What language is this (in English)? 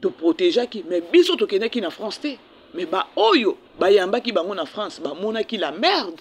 Lingala